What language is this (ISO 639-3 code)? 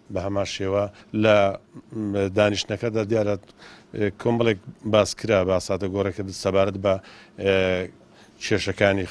ckb